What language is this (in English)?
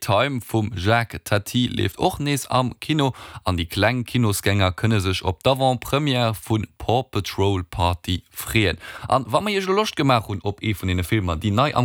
Luxembourgish